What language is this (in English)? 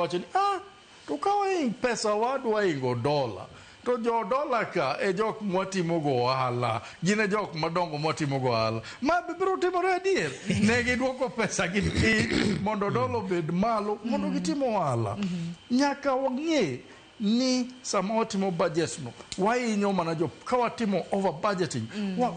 Luo (Kenya and Tanzania)